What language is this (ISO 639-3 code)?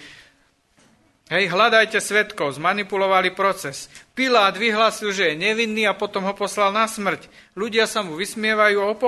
slk